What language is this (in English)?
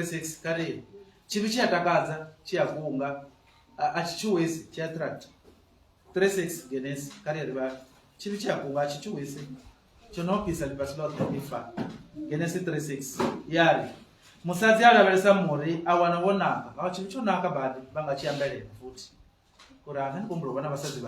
Venda